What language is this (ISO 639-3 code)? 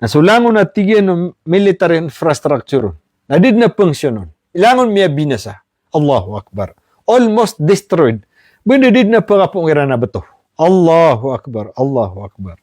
mrw